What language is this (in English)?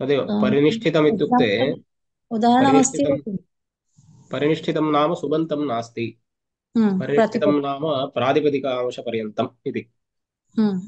Sanskrit